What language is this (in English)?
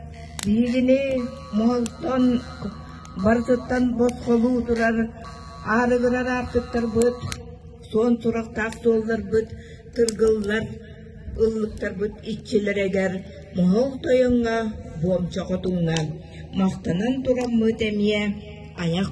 Yakut